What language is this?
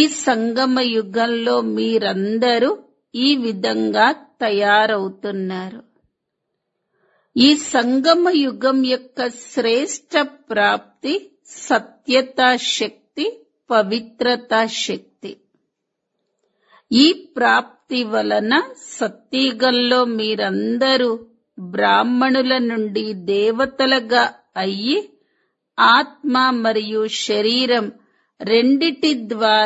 Telugu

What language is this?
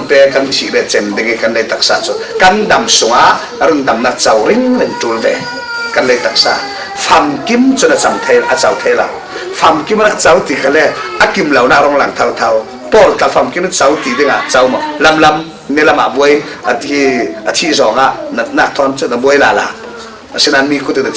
Falam Chin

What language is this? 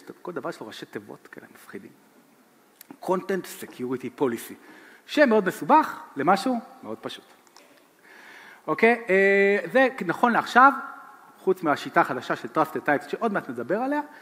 Hebrew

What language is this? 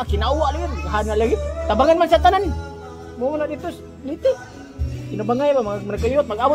Cebuano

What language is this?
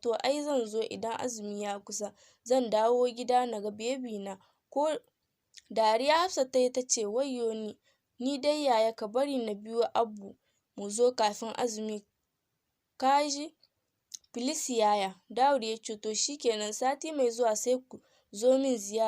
Hausa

